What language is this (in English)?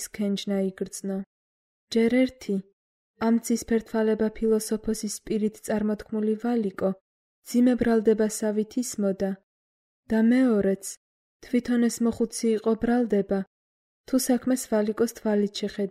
Georgian